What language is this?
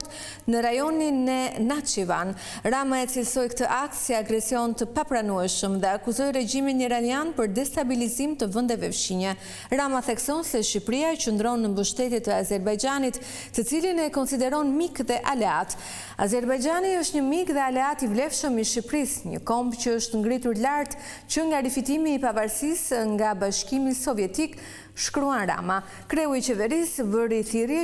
Albanian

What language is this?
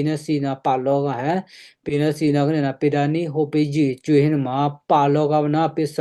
Western Kayah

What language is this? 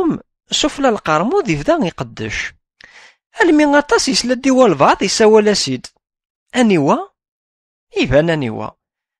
Kabyle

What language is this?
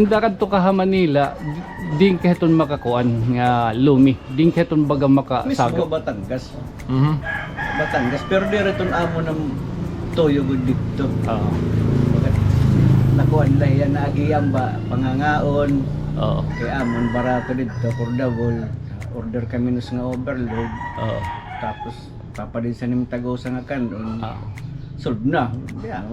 Waray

